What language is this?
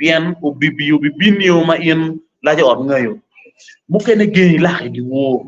Acoli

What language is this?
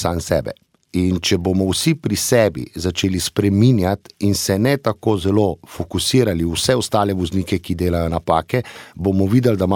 Slovenian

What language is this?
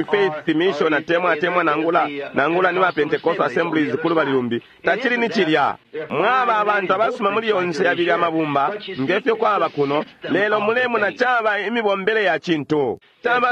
Bemba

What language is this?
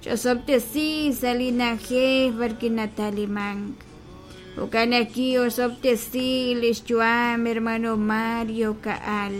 Kekchí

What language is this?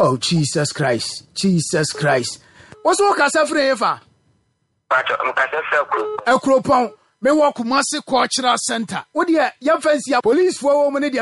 Akan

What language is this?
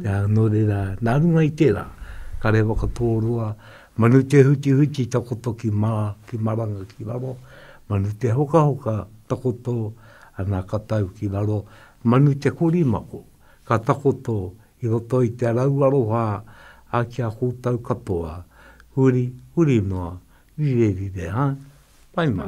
Māori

